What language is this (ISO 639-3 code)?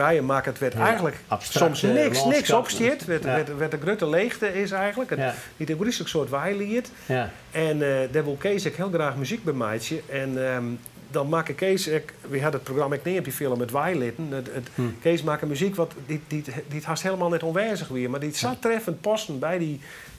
fry